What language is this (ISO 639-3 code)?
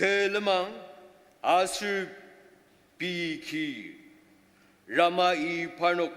njo